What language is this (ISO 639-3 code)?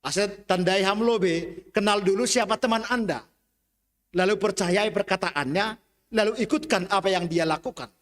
bts